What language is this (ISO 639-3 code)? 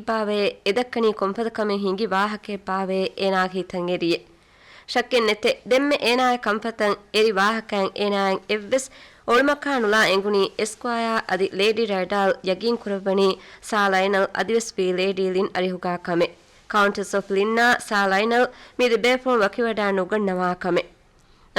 div